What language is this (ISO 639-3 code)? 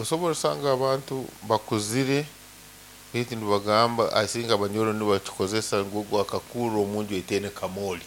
nyo